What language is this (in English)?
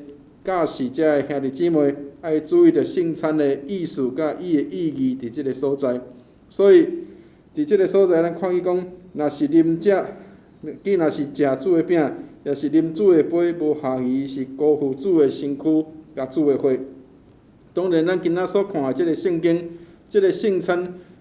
Min Nan Chinese